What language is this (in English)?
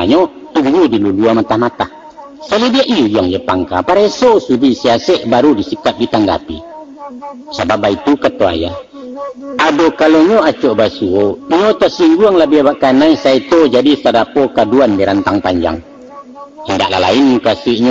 Minangkabau